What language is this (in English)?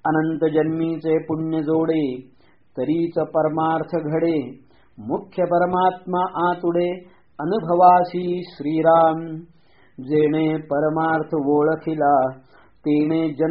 Marathi